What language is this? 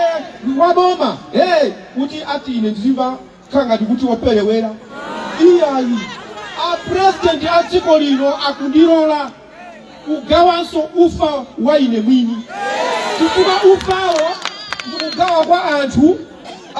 Nyanja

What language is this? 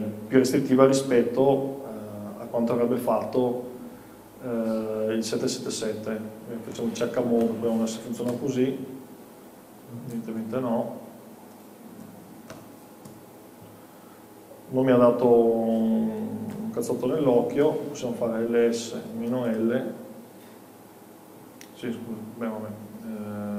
Italian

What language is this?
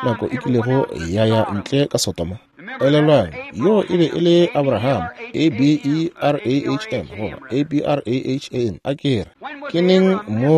Northern Sotho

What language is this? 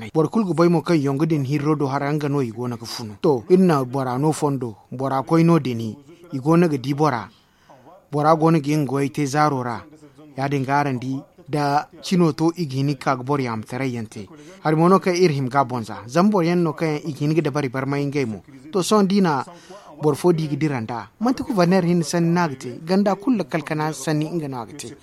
Zarma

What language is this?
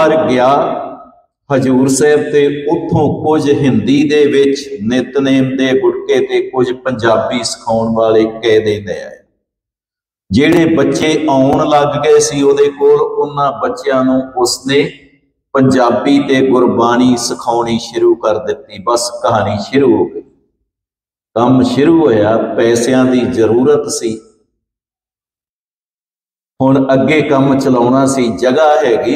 Punjabi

